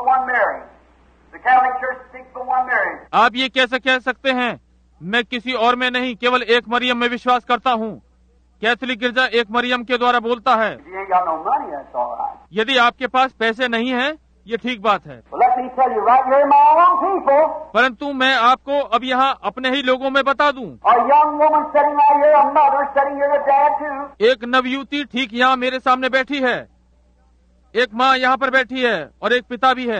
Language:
Hindi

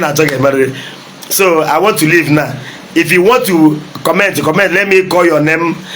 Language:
Igbo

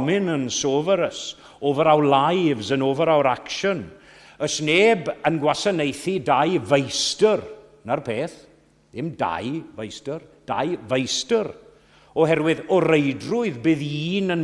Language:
Welsh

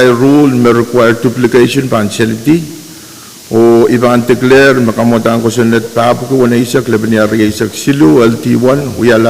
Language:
Pohnpeian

